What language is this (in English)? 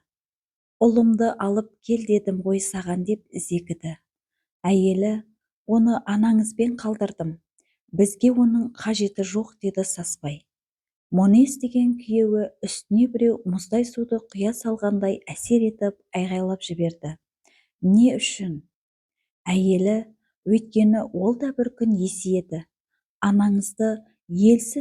Kazakh